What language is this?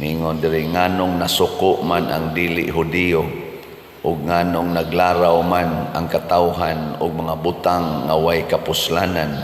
Cebuano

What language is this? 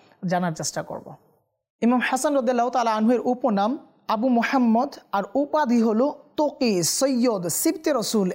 Bangla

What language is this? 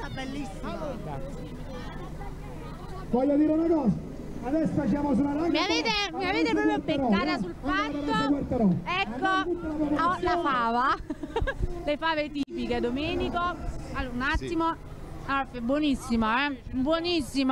Italian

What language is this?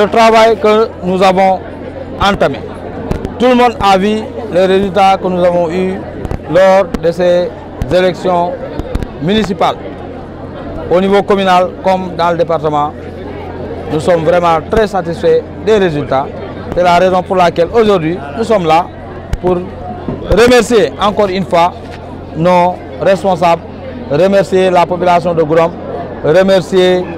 French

